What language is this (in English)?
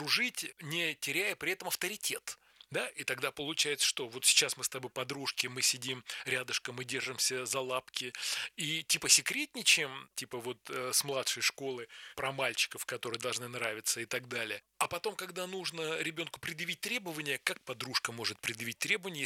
Russian